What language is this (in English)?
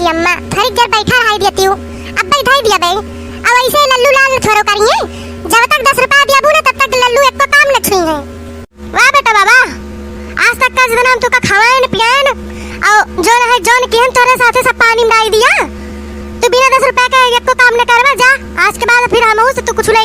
Awadhi